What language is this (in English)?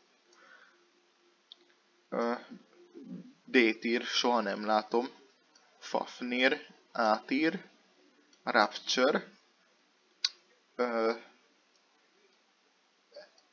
Hungarian